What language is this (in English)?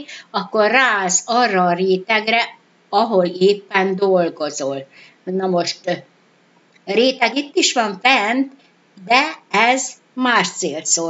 Hungarian